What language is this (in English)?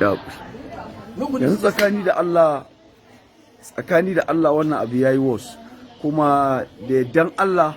Hausa